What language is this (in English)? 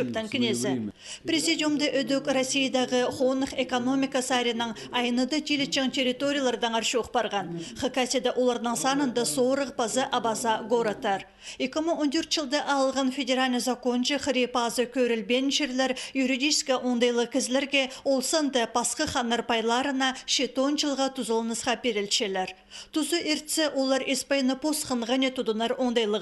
Khakas